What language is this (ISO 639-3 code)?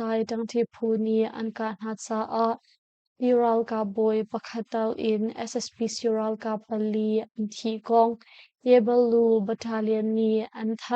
cnh